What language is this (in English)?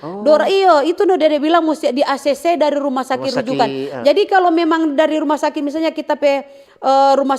Manado Malay